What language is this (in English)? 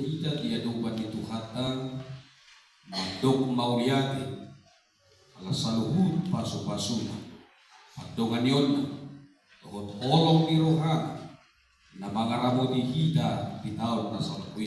Batak Toba